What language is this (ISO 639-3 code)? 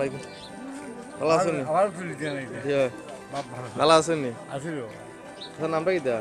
syl